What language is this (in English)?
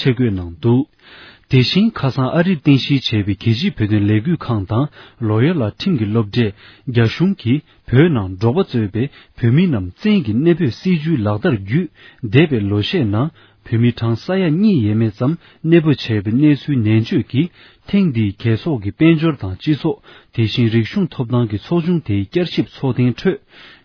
Tibetan